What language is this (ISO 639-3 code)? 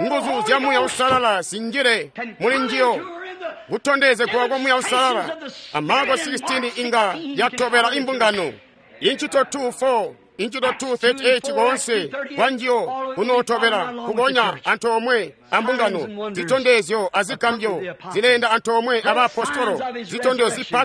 toi